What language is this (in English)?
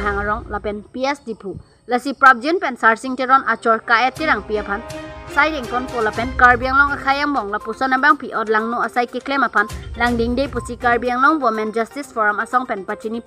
Karbi